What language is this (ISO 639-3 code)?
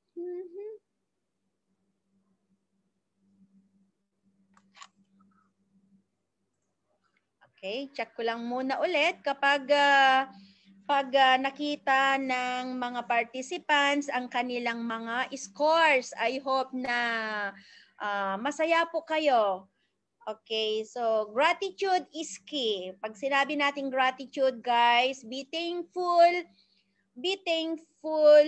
fil